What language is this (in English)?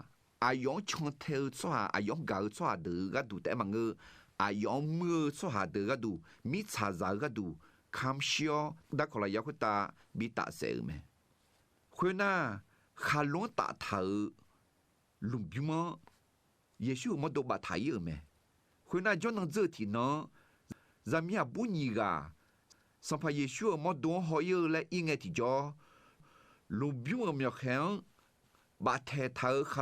Akha